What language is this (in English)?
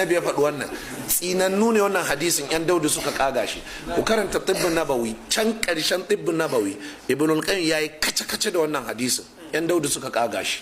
Hausa